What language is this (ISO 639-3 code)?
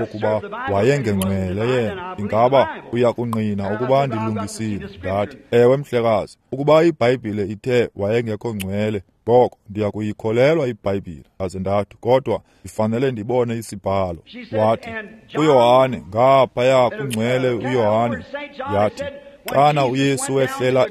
xho